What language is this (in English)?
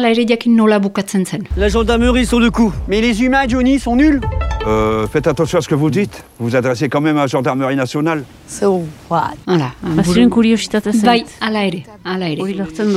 Basque